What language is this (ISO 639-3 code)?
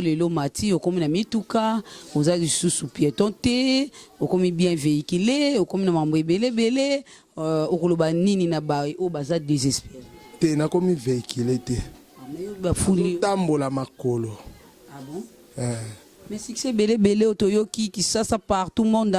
lin